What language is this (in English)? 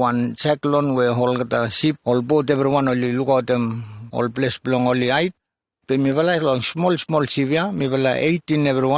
Bislama